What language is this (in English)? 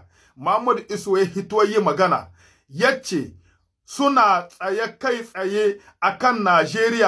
Hausa